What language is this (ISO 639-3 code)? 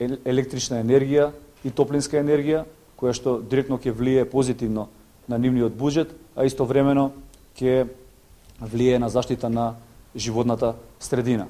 mkd